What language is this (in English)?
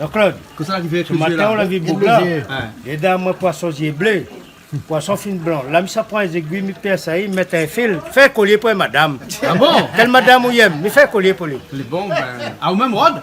Réunion Creole French